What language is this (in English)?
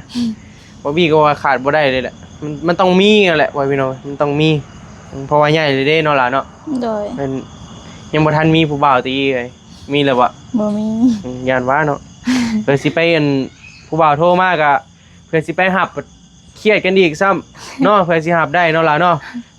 Northeastern Thai